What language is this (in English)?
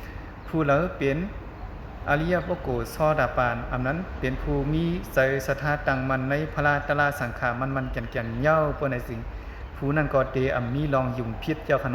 Shan